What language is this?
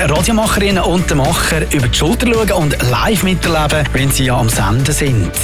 German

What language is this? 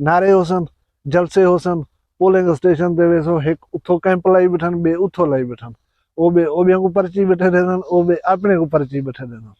Saraiki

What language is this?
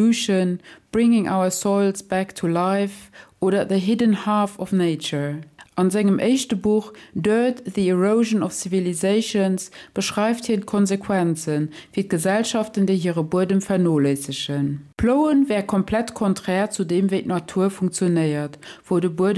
Luxembourgish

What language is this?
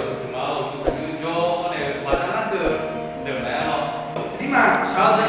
Akha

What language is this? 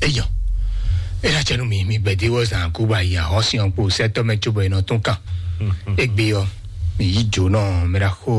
Fon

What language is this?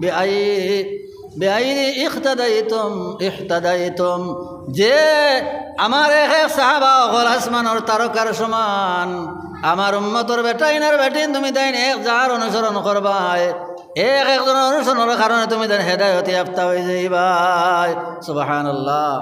Sylheti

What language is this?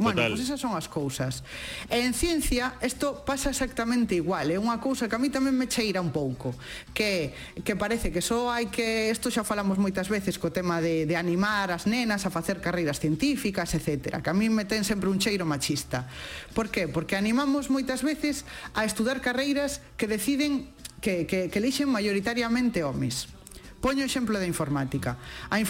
Galician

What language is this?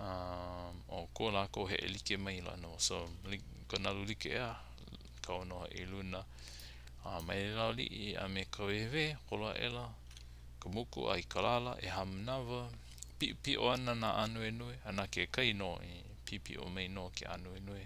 Hawaiian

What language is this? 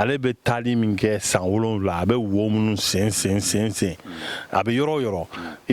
Bambara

